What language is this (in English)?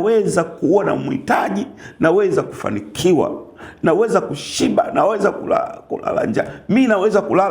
Swahili